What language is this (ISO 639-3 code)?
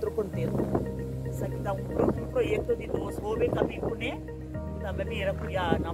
pap